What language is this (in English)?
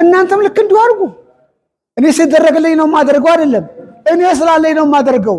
Amharic